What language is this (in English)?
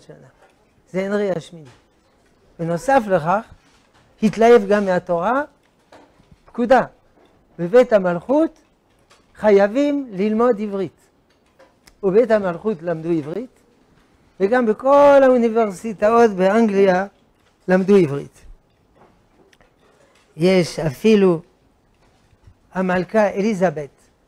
Hebrew